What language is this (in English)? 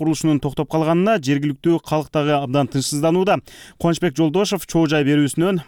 Kyrgyz